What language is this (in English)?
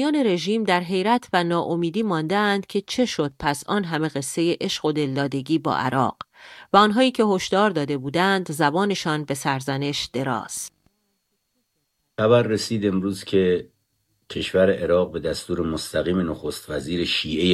Persian